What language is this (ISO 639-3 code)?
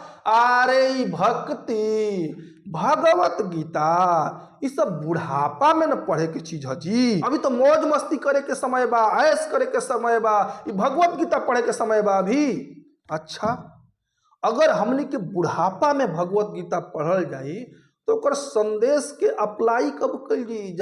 bho